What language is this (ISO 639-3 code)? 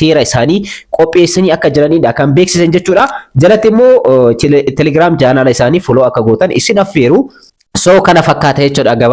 orm